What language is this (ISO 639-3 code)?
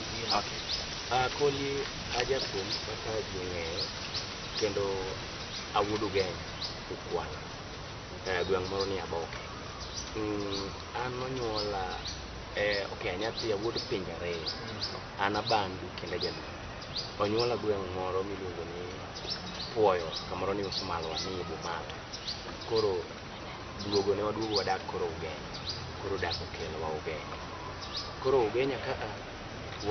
luo